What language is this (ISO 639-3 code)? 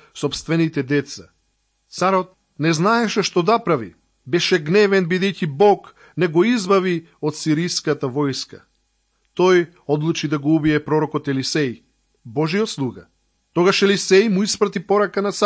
mkd